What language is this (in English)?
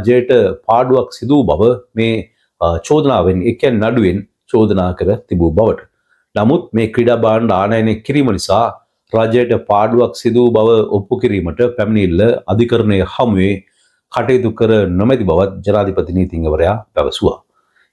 Sinhala